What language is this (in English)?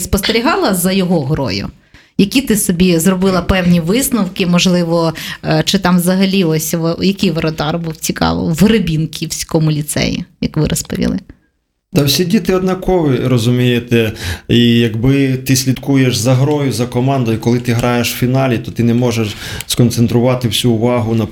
Ukrainian